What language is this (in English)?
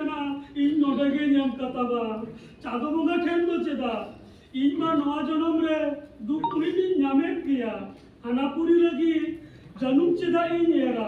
Santali